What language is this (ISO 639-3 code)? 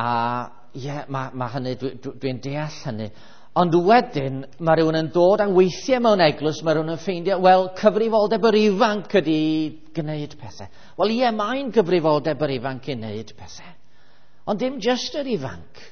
cym